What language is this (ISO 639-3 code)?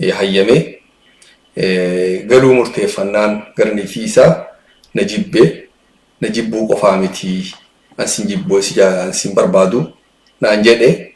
orm